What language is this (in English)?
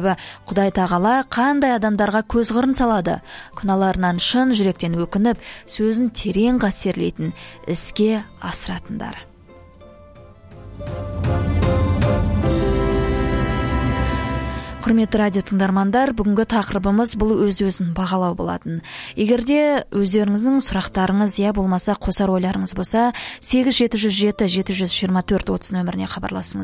Kazakh